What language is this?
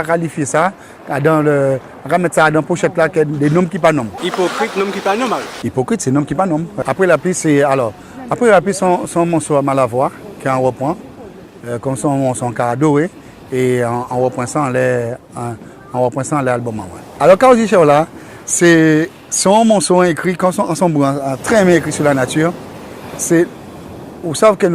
Guadeloupean Creole French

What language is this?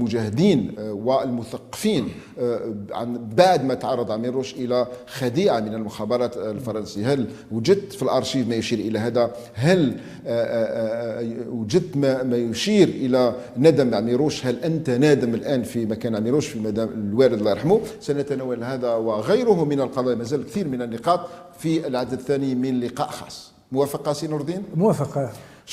Algerian Arabic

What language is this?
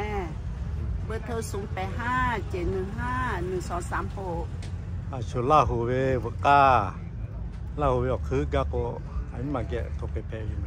Lahu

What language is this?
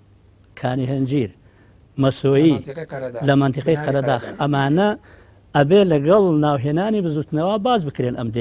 Central Kurdish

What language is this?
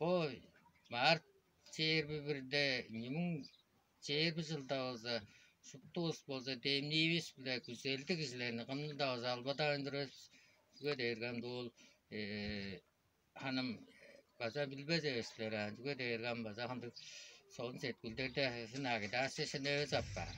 Tuvinian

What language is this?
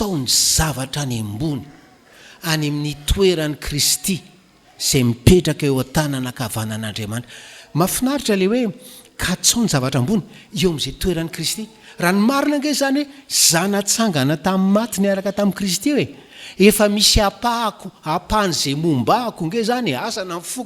Malagasy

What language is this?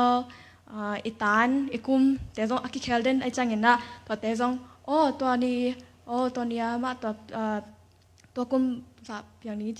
Tedim Chin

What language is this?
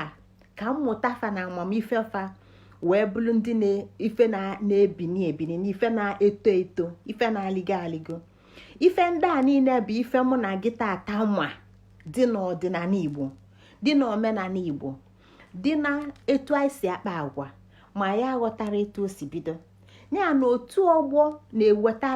Igbo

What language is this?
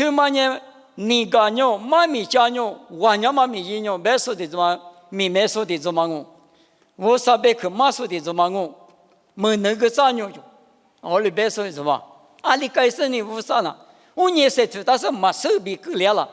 Lisu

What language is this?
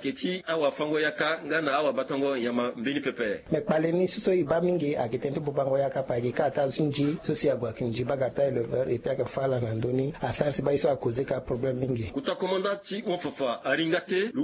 Sango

